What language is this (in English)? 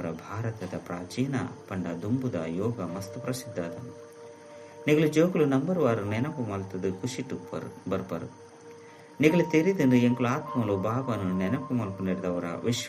Tulu